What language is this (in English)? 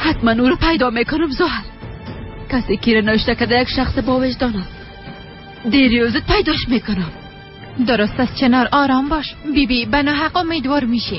Tajik